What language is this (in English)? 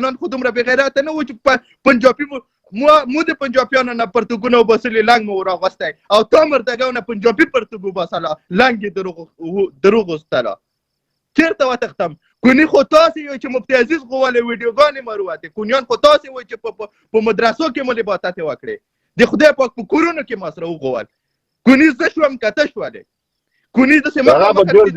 Pashto